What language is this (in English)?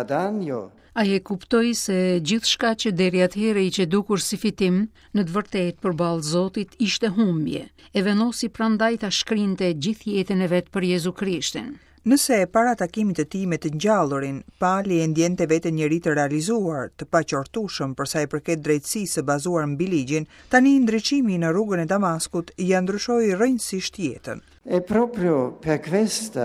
Albanian